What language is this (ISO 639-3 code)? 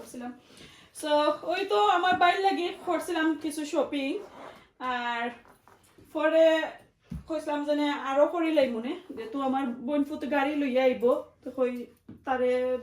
syl